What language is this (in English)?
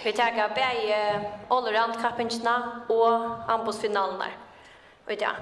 Faroese